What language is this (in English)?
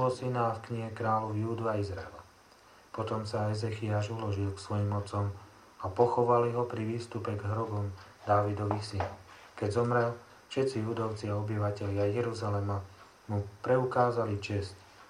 Slovak